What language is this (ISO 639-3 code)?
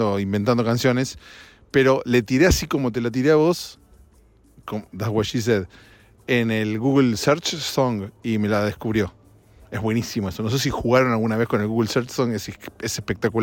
spa